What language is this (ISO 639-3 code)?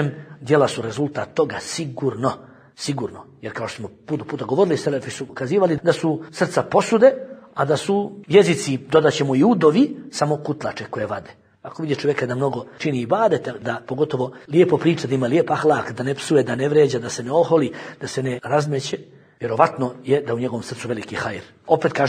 bos